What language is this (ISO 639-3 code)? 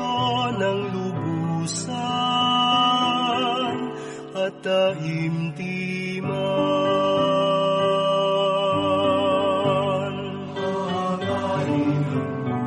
fil